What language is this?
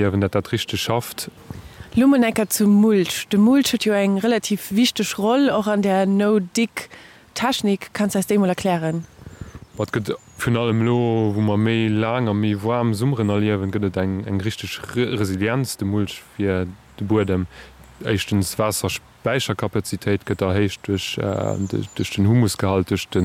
Luxembourgish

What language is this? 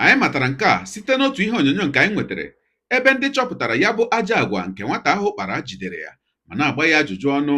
Igbo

